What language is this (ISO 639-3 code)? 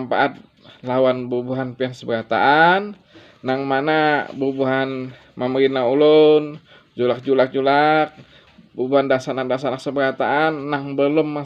bjn